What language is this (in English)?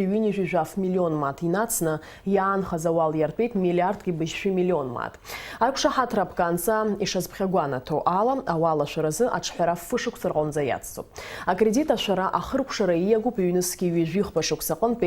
Abkhazian